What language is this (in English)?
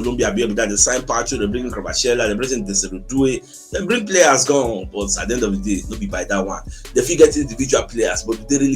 Nigerian Pidgin